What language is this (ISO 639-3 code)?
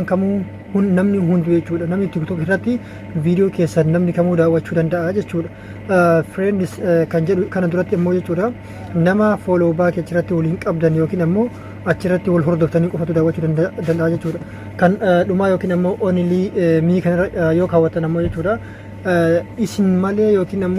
orm